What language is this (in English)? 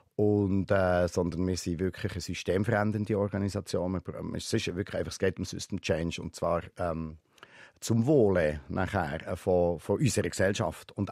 Swiss German